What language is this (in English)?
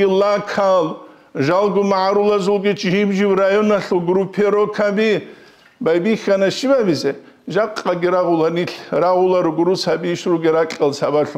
Avaric